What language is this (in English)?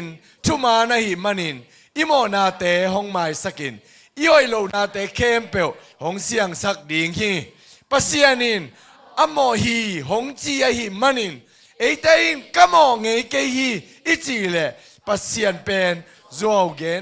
Tedim Chin